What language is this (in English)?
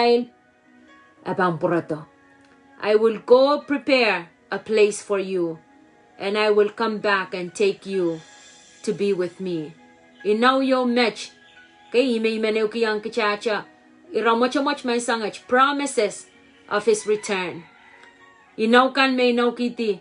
Pohnpeian